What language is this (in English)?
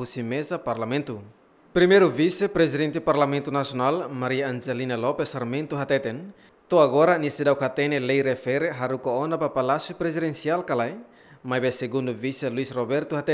Tetum